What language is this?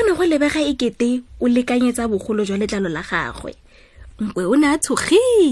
Tswana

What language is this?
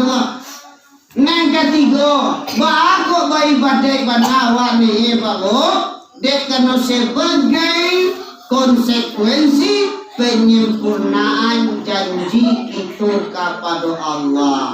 Minangkabau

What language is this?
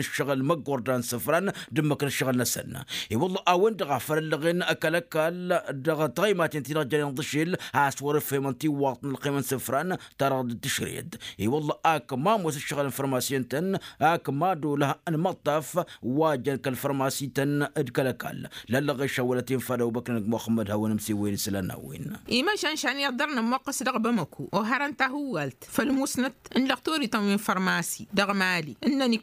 Tamasheq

